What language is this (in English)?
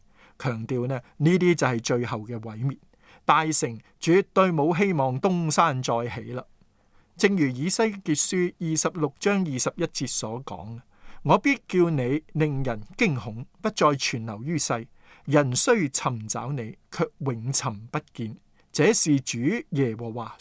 Cantonese